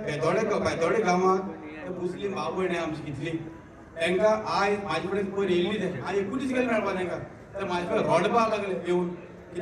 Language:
Konkani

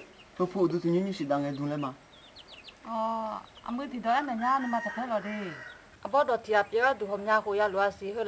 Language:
Akha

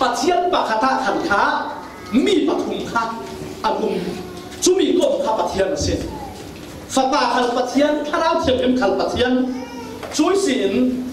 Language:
Falam Chin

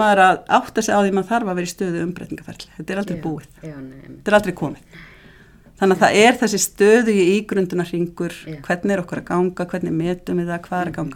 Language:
Icelandic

